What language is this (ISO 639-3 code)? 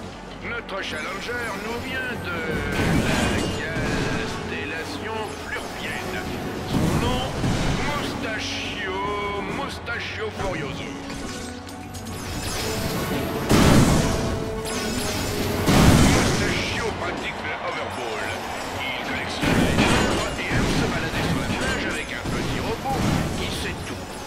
fra